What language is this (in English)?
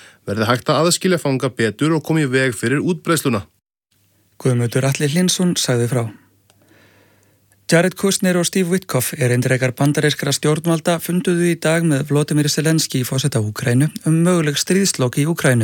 Icelandic